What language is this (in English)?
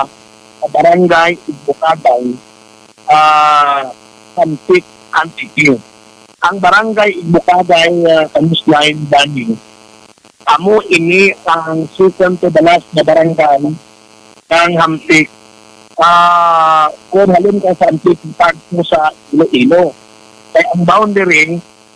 Hiligaynon